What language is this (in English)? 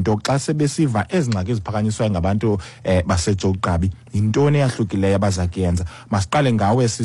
Xhosa